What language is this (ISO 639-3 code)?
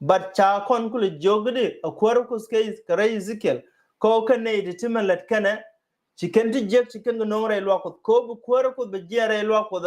nus